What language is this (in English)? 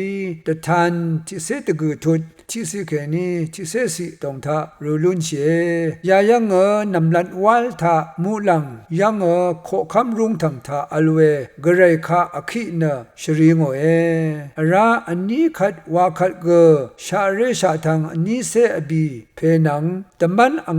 Rawang